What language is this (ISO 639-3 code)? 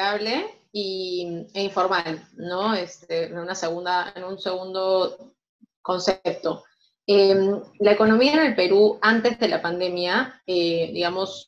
spa